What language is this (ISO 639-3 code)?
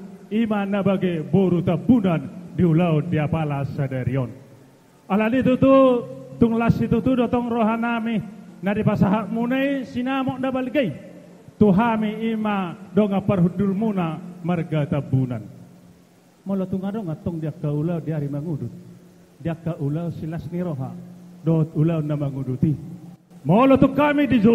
bbc